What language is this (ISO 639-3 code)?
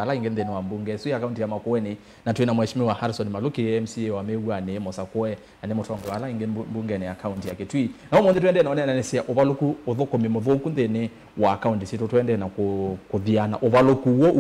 kam